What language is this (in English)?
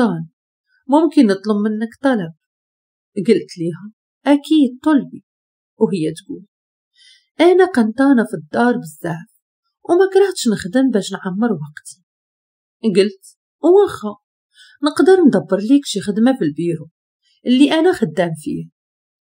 Moroccan Arabic